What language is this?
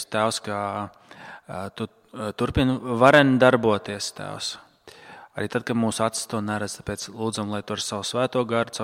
Latvian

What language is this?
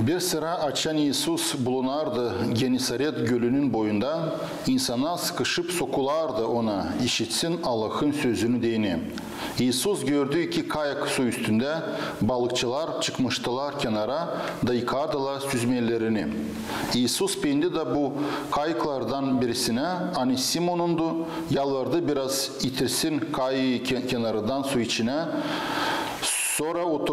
Gagauz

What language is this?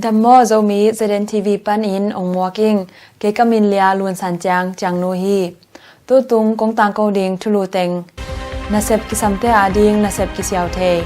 Tedim Chin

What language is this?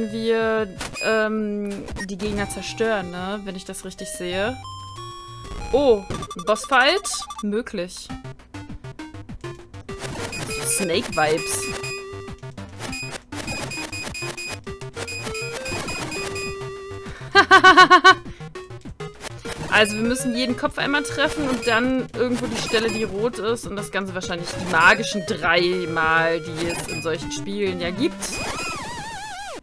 German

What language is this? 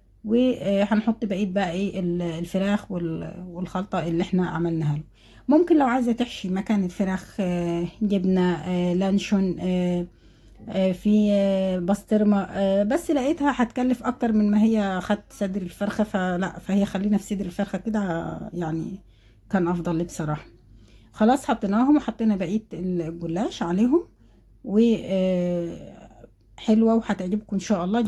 Egyptian Arabic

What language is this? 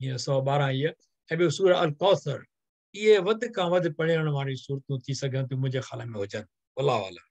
Sindhi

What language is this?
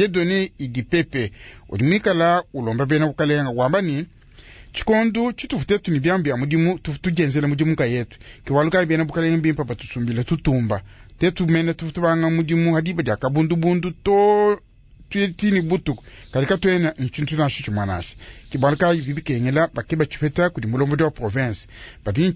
Luba-Lulua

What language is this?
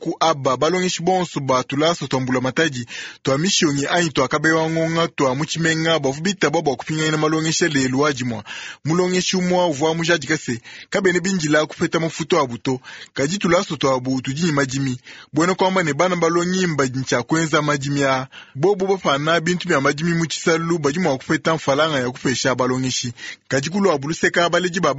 Luba-Lulua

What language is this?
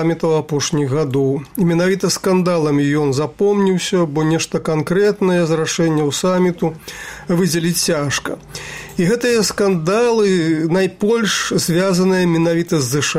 Belarusian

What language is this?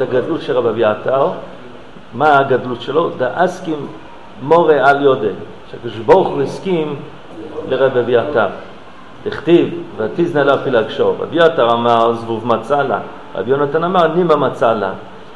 Hebrew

